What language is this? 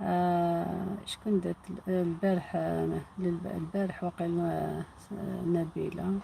Algerian Arabic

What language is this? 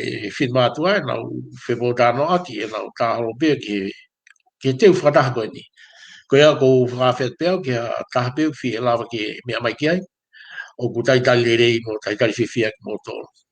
Tongan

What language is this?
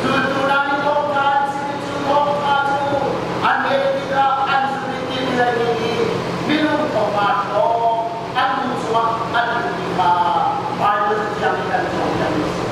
Hakha Chin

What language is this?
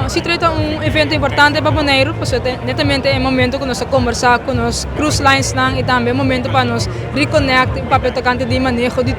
Papiamento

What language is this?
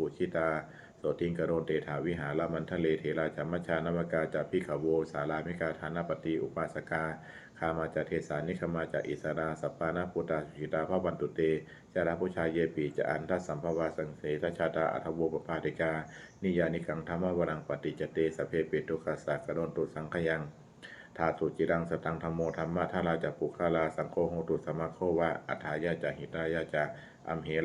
Pali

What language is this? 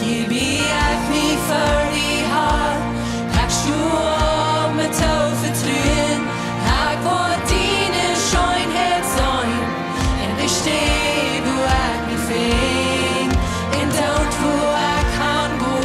Plautdietsch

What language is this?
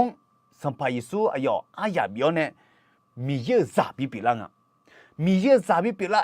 Akha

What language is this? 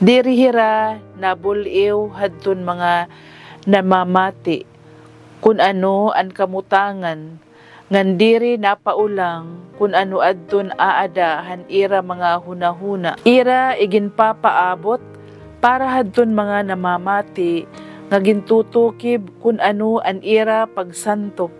Waray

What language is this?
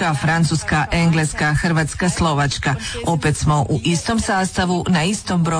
Croatian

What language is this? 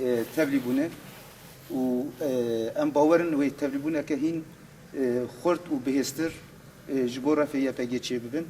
Kurdish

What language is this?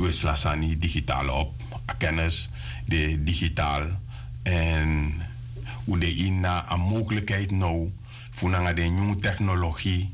Sranan Tongo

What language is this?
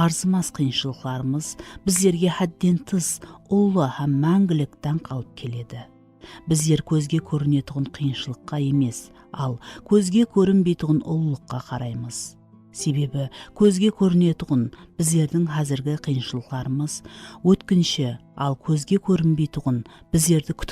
Kara-Kalpak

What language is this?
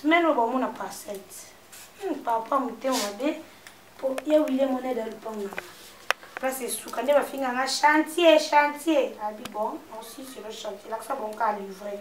Lingala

